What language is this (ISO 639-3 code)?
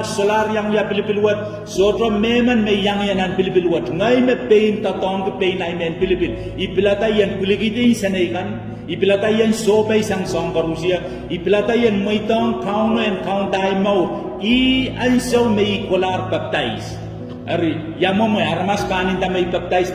pon